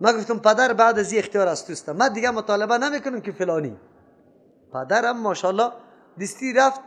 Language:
Persian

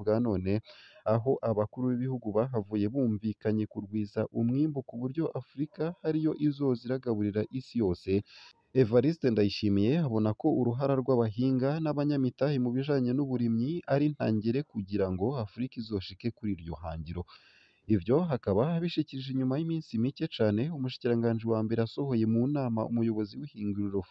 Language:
Rundi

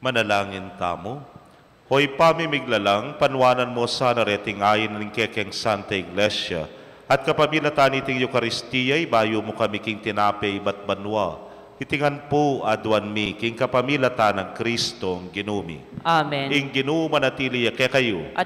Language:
Pampanga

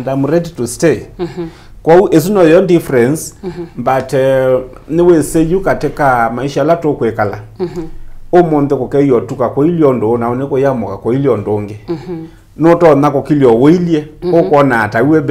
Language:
Kamba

